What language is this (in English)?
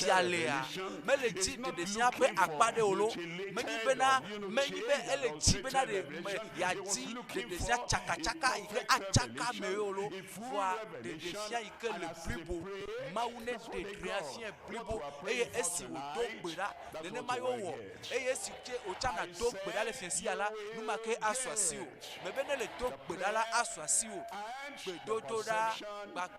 Ewe